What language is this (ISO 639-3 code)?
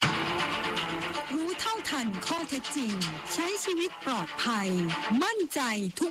tha